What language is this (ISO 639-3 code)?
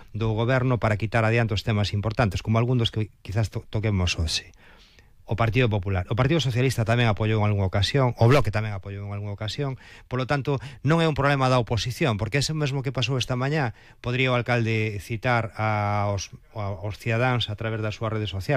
glg